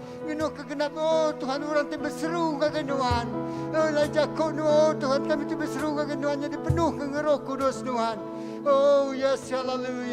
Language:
Iban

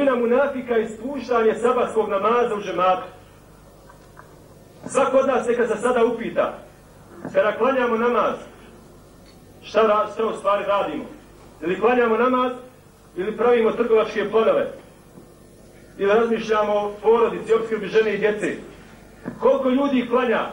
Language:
Bosnian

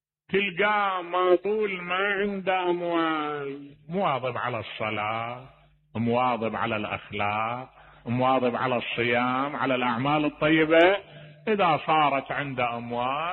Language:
Mesopotamian Arabic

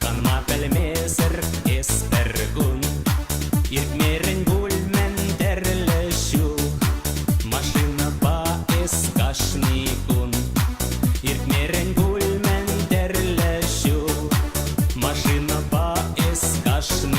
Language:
Chuvash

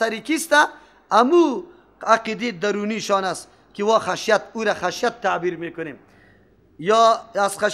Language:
Persian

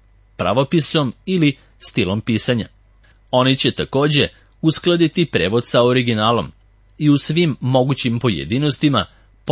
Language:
Serbian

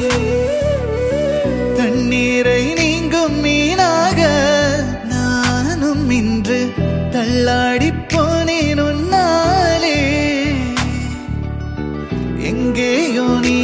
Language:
Tamil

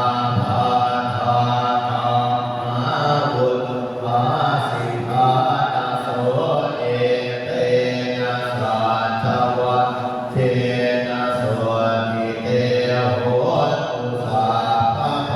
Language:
Pali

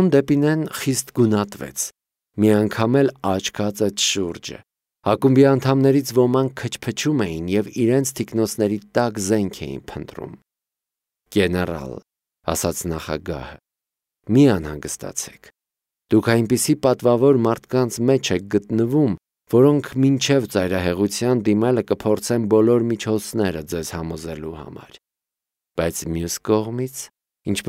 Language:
Armenian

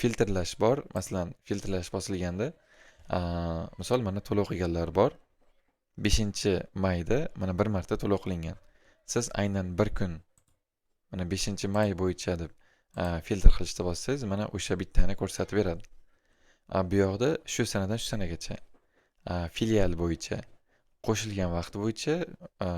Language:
Uzbek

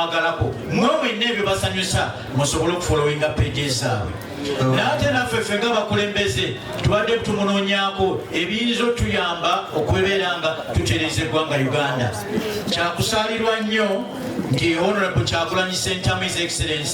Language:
Ganda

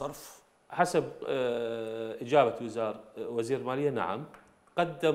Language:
Mesopotamian Arabic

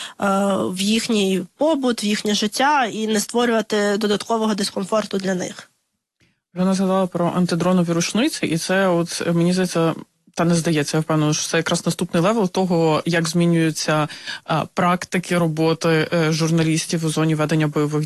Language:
Ukrainian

